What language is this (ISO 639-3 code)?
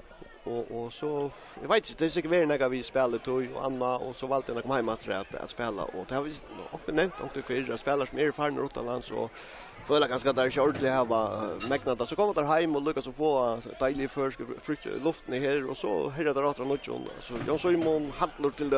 fao